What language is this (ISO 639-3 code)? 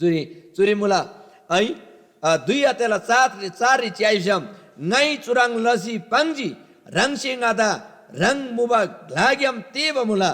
taj